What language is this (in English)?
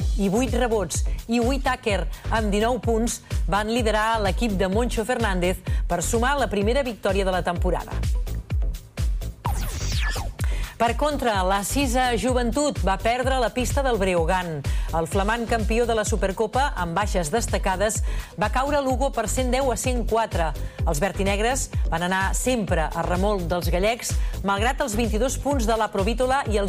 Catalan